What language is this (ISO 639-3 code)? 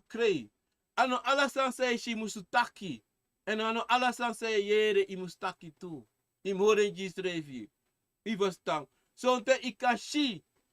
srn